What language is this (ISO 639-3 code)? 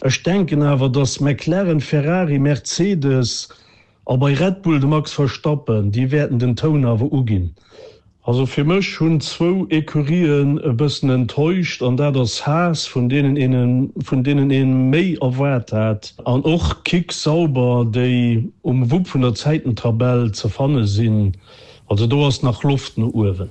ltz